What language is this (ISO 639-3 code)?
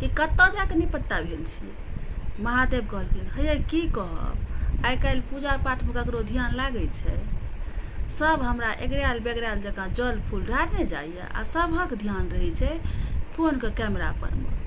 mai